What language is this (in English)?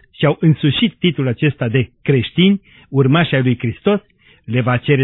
Romanian